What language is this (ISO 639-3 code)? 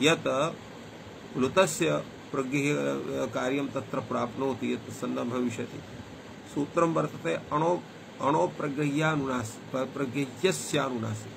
san